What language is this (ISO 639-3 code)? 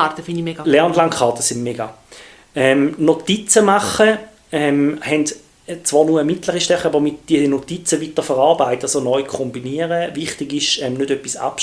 deu